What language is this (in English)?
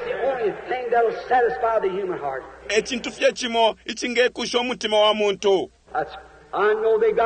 Bemba